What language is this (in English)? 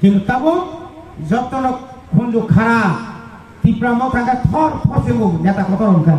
Kok Borok